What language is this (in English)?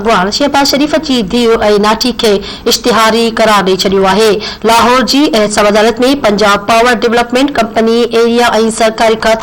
Sindhi